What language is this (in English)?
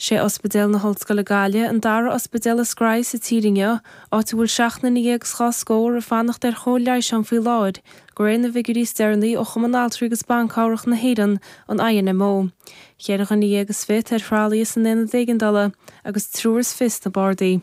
Irish